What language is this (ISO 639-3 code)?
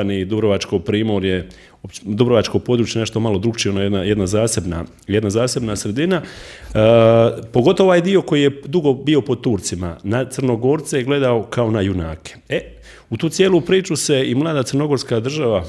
hrv